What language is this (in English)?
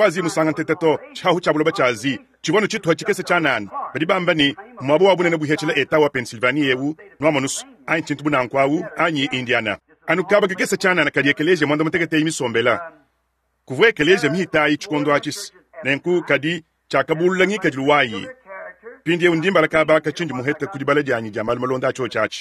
Luba-Lulua